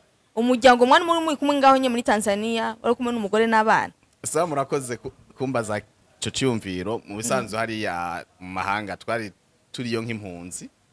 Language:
Rundi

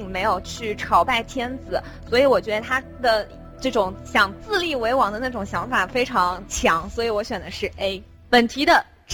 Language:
Chinese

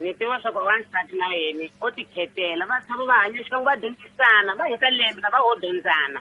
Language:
Tsonga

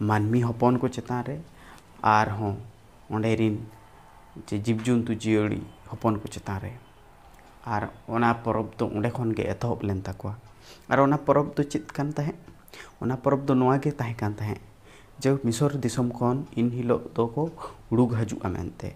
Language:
Santali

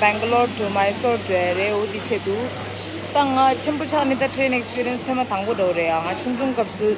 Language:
Tibetan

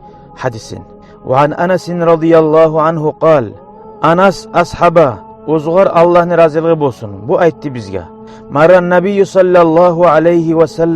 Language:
Kumyk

